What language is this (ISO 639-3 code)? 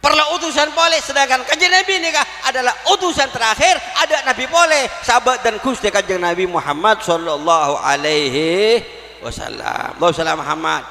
mad